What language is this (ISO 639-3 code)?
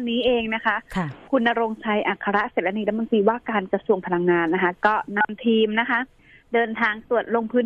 tha